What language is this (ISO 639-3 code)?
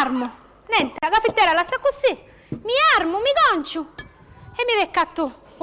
scn